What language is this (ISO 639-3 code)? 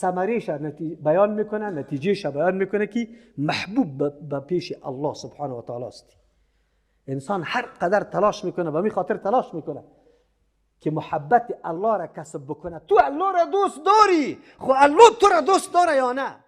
fas